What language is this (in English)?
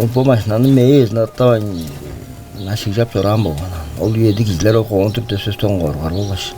Tuvinian